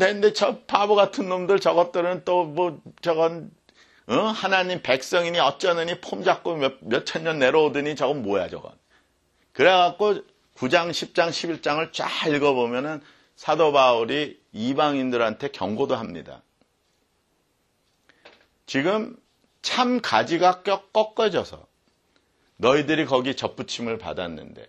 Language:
Korean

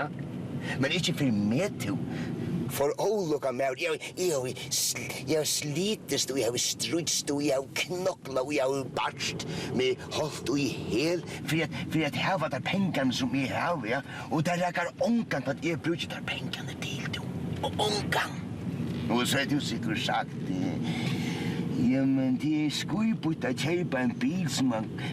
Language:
Faroese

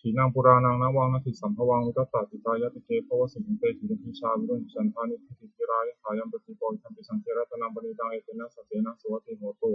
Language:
Pali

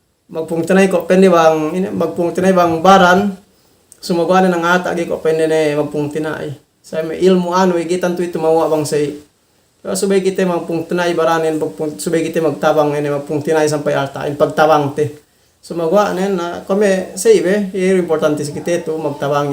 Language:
Yakan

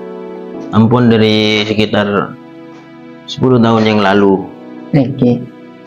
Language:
Madurese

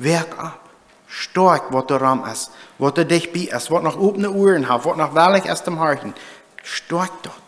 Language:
Plautdietsch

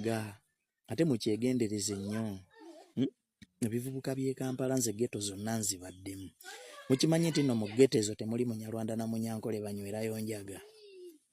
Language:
Ganda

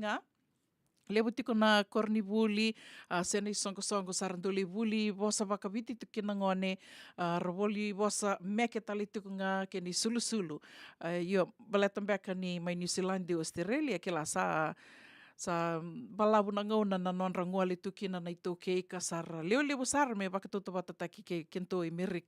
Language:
Fijian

